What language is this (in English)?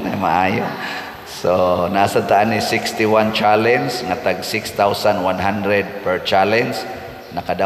Cebuano